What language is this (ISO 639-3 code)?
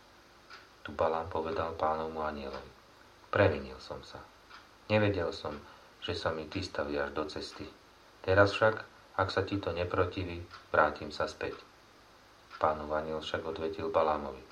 slk